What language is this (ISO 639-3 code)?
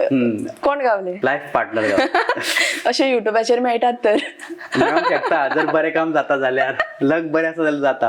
kok